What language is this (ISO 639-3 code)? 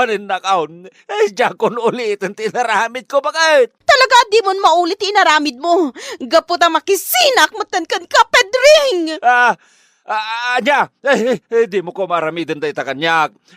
ilo